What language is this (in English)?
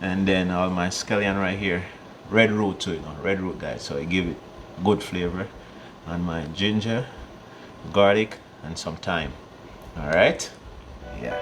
Jamaican Creole English